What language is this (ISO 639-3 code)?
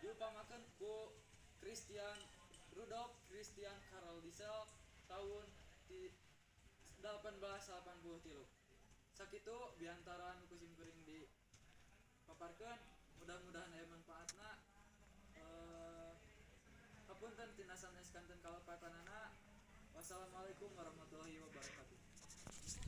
sun